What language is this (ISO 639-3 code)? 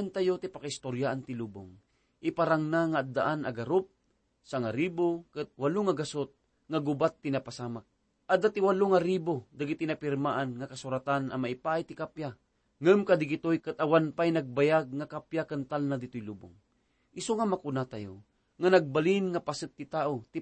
ilo